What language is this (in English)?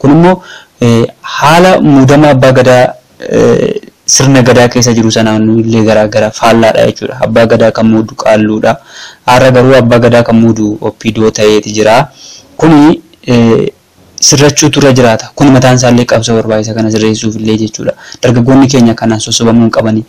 Oromo